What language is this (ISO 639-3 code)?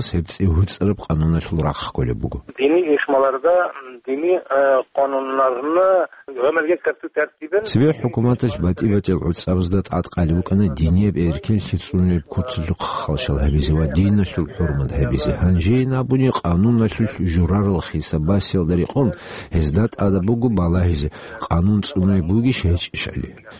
ava